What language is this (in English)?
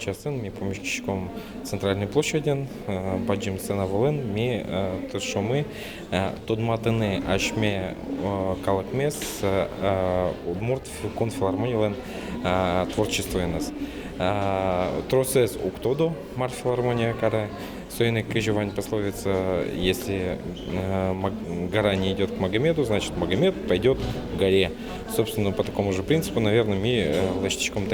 Udmurt